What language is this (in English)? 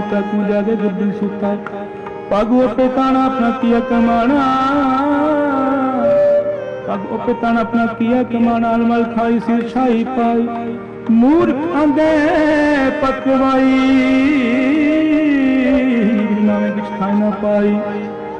Punjabi